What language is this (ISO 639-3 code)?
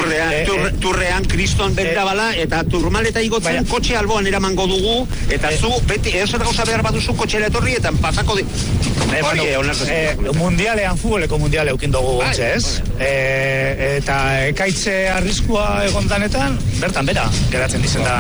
eus